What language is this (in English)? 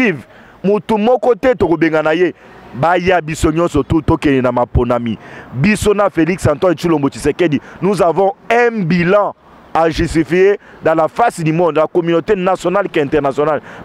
Lingala